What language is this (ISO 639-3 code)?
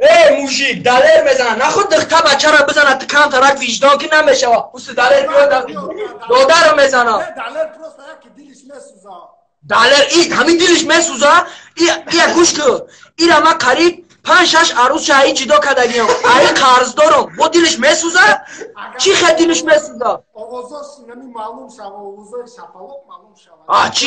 tgk